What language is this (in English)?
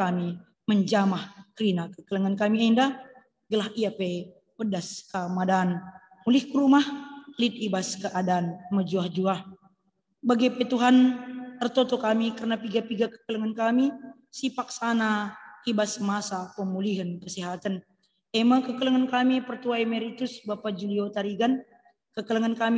Batak Karo